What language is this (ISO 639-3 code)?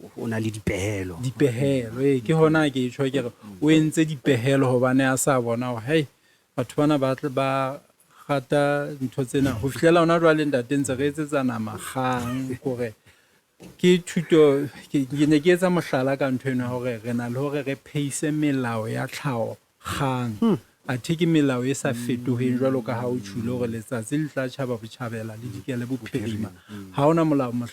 sot